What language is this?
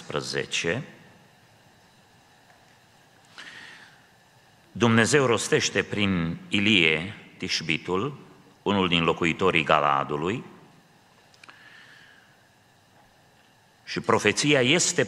Romanian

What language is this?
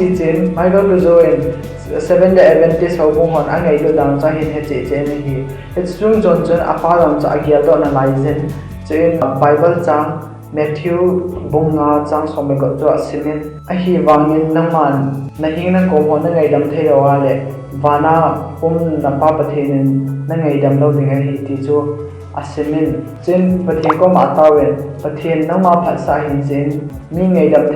Thado Chin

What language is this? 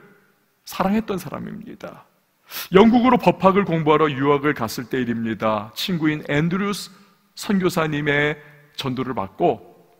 Korean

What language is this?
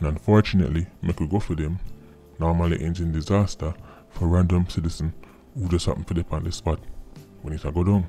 Jamaican Creole English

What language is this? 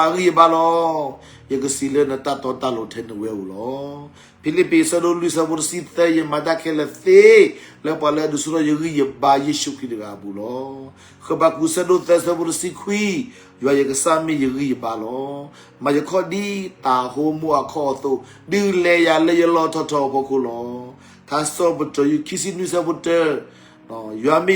S'gaw Karen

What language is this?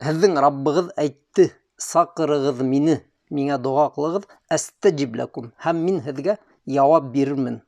Bashkir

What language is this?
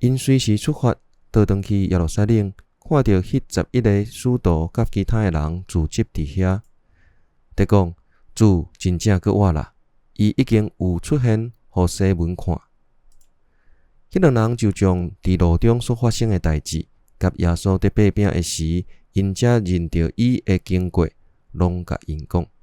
Min Nan Chinese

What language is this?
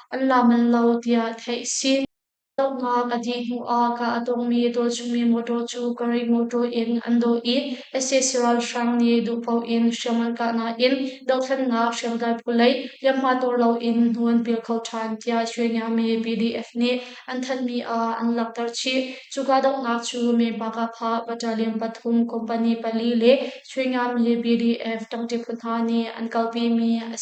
Hakha Chin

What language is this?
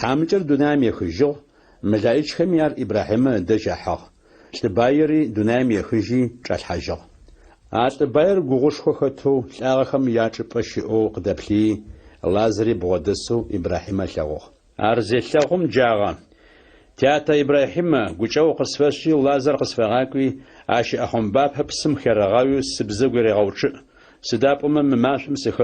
Adyghe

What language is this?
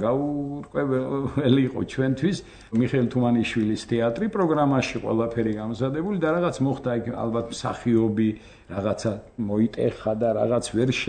Georgian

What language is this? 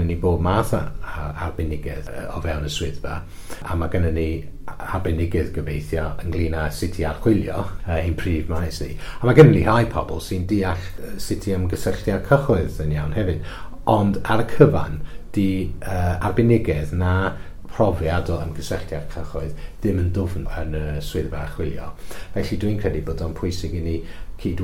Welsh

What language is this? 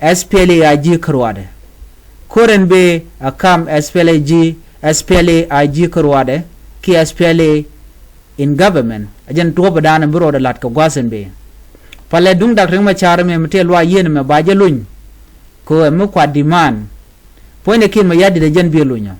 Nuer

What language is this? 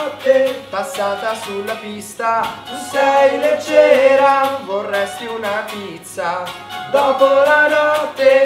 Italian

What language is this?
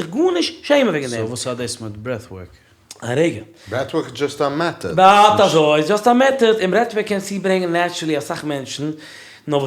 Yiddish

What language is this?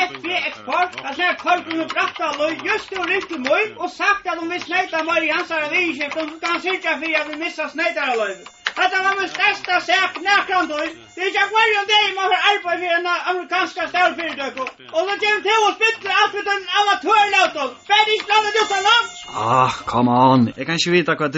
Faroese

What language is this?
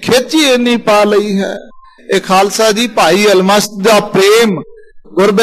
Punjabi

